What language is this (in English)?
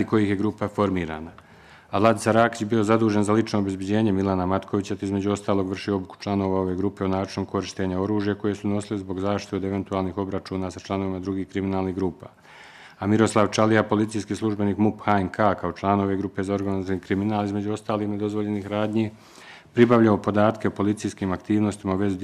Bosnian